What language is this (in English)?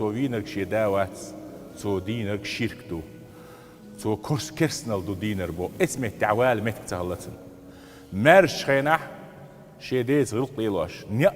Chechen